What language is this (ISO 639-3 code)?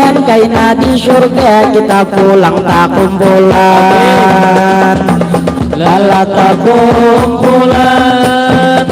bjn